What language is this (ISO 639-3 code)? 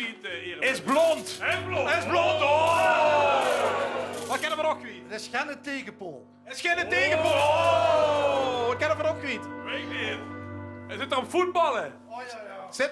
lim